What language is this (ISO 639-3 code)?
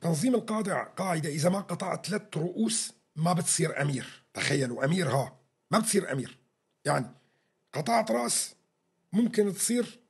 apc